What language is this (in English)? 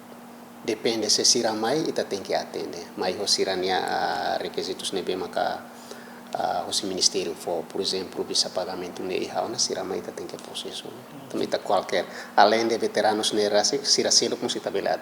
Tetum